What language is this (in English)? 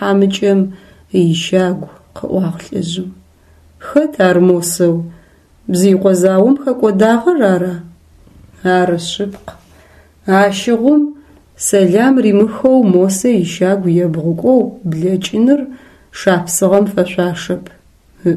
Adyghe